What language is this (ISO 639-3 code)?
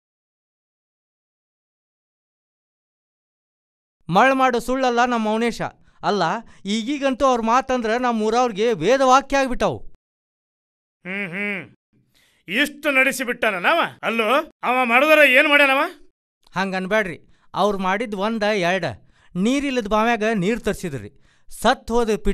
kan